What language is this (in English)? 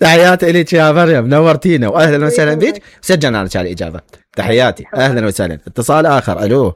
Mesopotamian Arabic